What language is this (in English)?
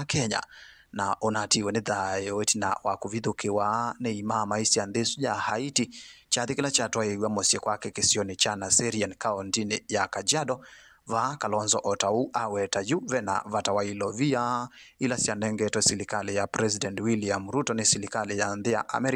Kamba